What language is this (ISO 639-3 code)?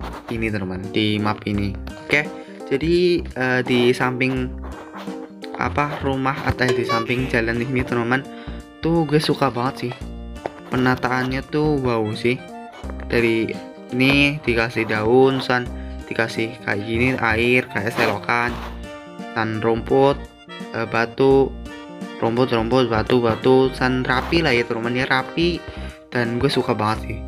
ind